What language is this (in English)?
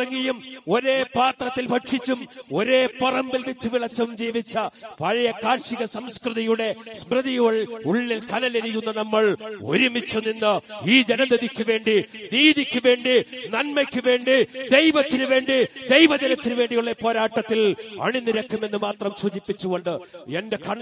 Malayalam